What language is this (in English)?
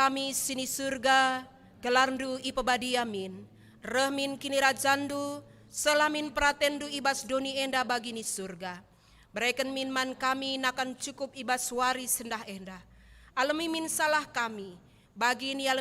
Batak Karo